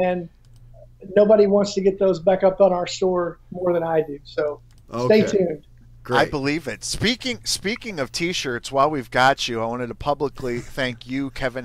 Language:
English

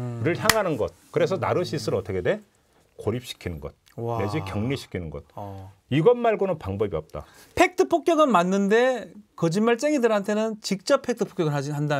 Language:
Korean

